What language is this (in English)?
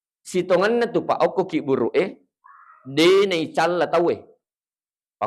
Buginese